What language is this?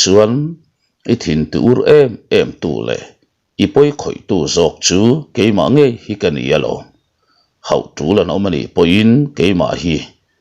Mizo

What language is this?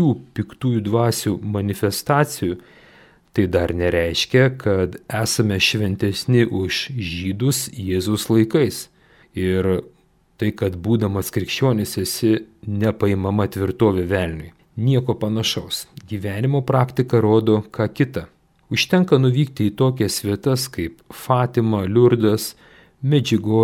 Lithuanian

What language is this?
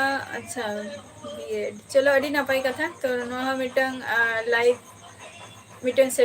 Santali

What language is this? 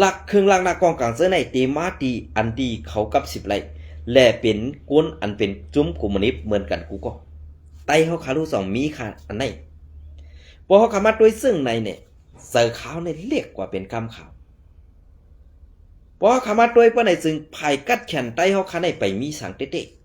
Shan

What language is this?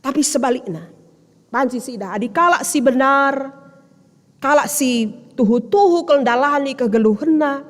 Batak Karo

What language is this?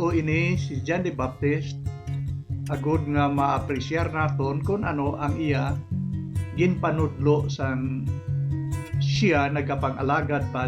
Hiligaynon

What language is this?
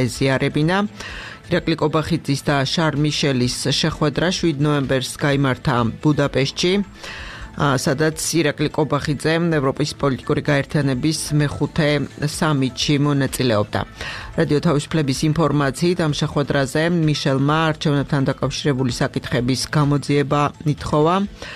Georgian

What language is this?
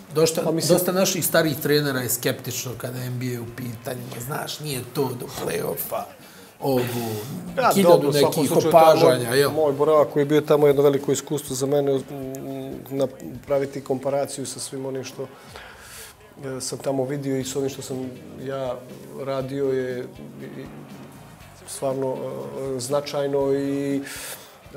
Bosnian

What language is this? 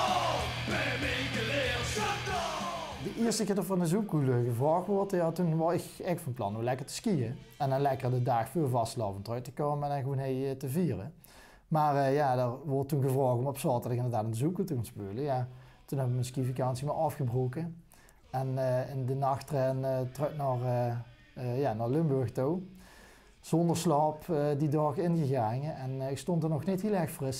Limburgish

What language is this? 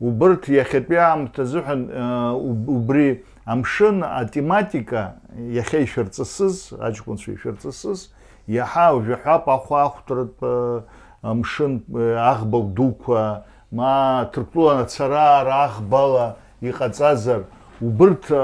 Abkhazian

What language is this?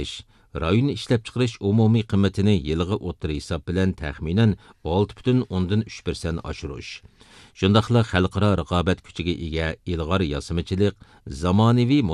Uyghur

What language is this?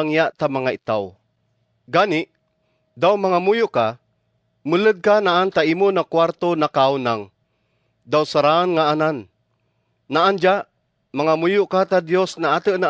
Kagayanen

